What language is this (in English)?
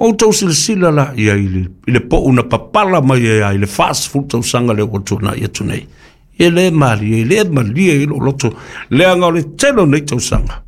Samoan